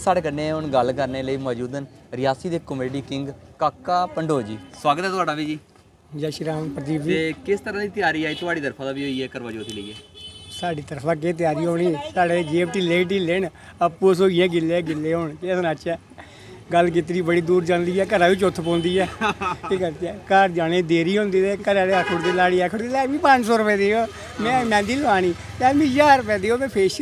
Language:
Dogri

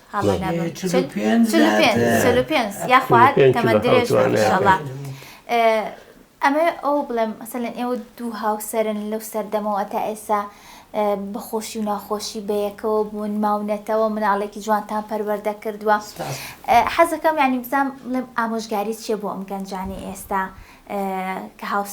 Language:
Central Kurdish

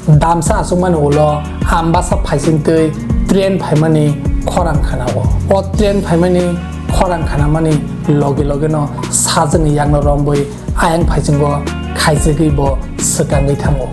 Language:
Kok Borok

